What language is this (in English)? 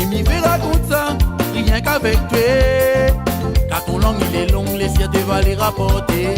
Réunion Creole French